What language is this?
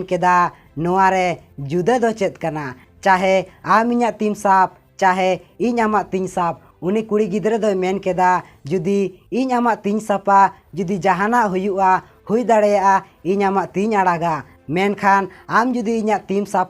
Santali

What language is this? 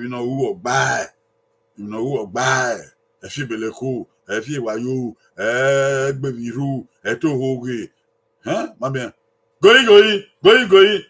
Bini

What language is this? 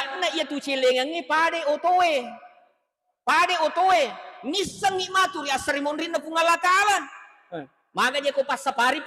Buginese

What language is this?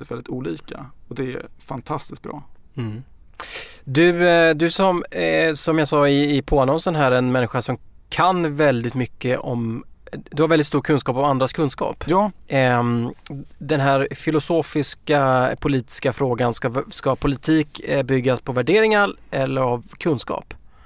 Swedish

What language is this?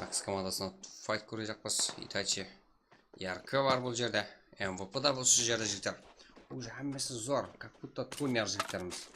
Kara-Kalpak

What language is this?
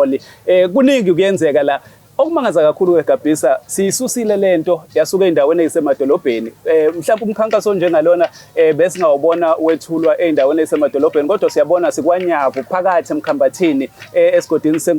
Zulu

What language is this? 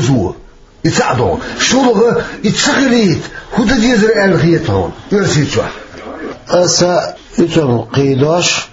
Chechen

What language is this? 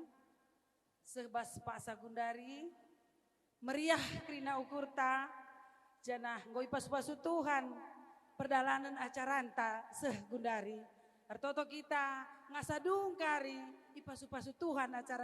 Batak Karo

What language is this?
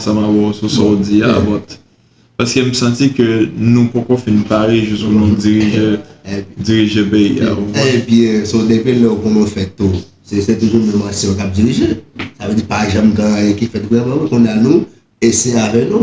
Haitian Creole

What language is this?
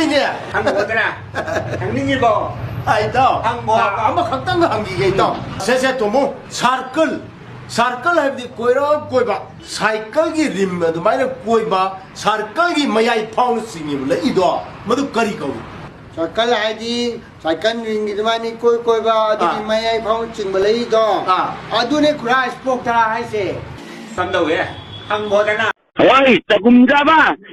Manipuri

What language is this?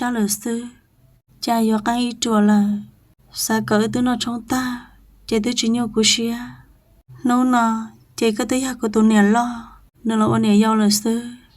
Hmong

